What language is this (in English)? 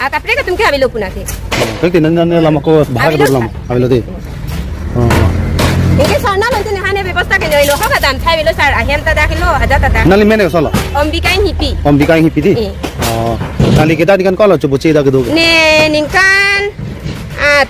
Karbi